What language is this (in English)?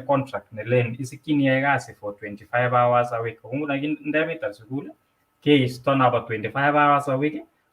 Kalenjin